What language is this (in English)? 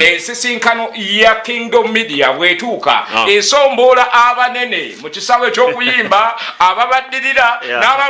Ganda